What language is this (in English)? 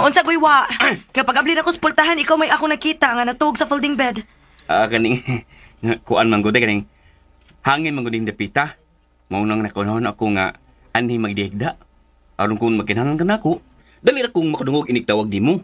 Cebuano